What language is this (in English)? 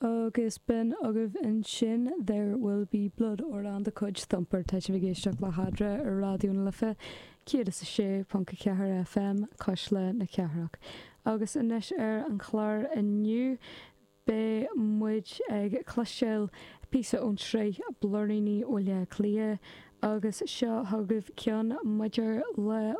Irish